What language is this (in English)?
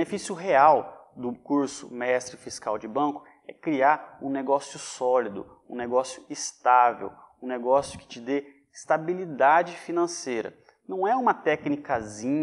Portuguese